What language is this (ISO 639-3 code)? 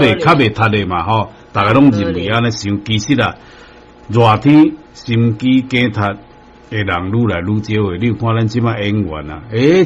nan